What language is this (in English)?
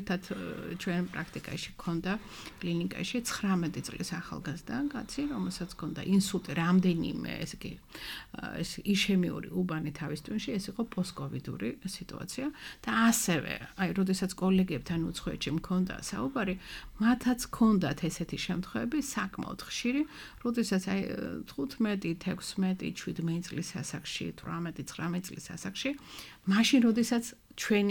Georgian